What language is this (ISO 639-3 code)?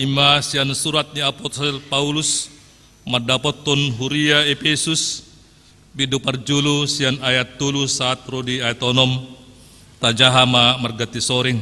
bbc